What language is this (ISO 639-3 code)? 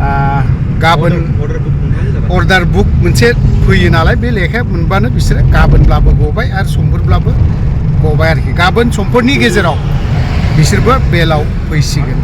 brx